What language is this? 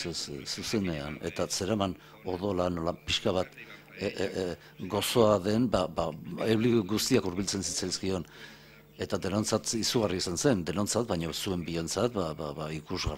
Basque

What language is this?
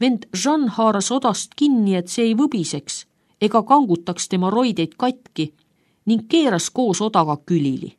Estonian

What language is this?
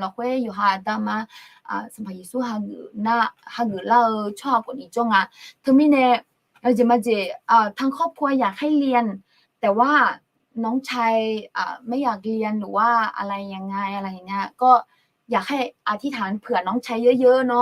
Akha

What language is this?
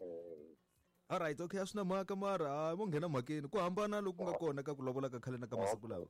Tsonga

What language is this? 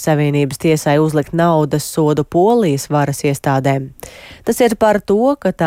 Latvian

